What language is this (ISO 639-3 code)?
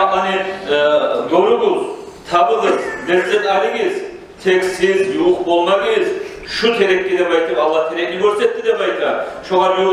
kum